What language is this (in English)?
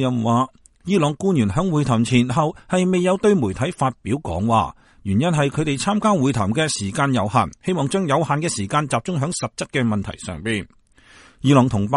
Cantonese